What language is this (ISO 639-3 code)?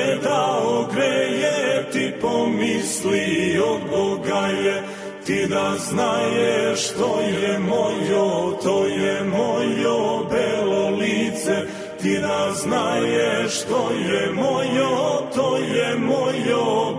srp